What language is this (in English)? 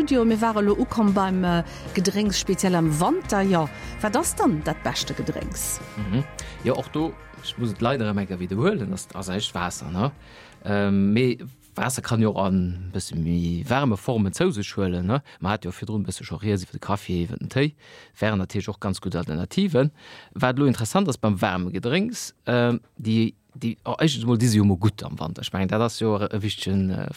Luxembourgish